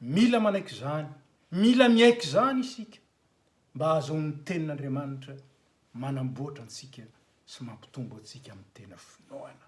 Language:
Malagasy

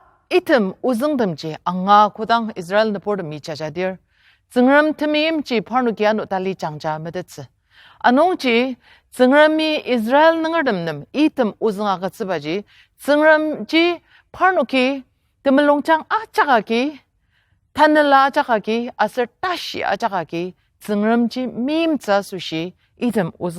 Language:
Ao Naga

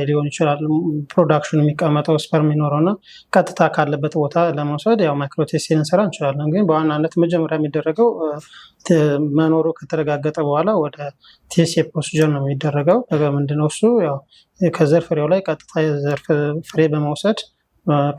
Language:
Amharic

